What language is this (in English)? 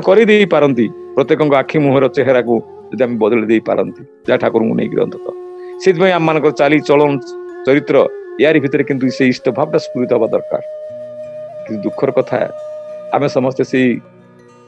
Odia